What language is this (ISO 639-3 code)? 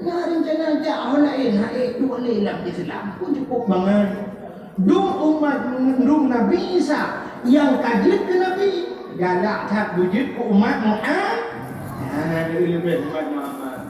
ace